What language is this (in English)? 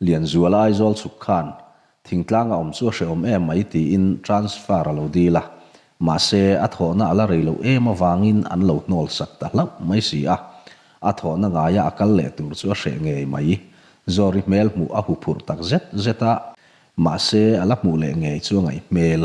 Mizo